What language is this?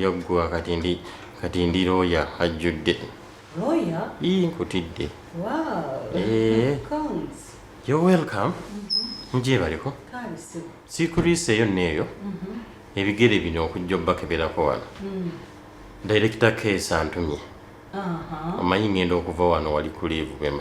Ganda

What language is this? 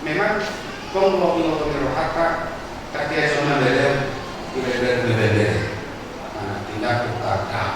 Batak Toba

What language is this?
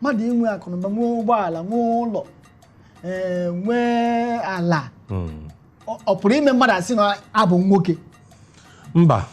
Igbo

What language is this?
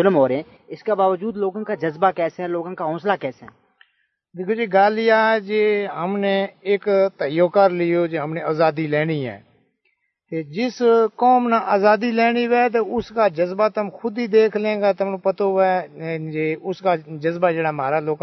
Gujari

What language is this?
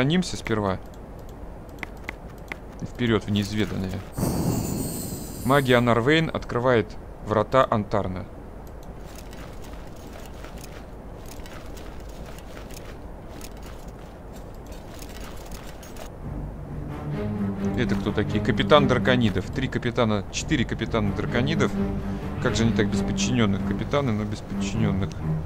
Russian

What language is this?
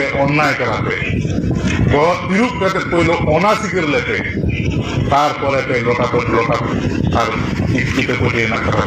Santali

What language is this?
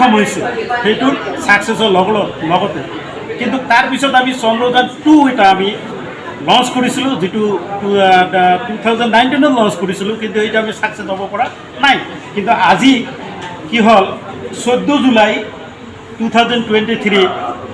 Assamese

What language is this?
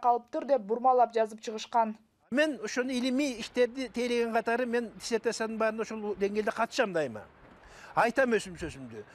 Kyrgyz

